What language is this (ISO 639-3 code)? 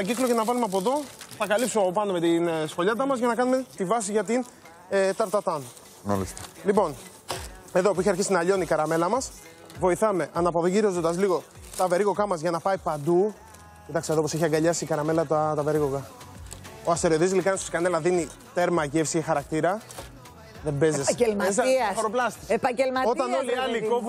ell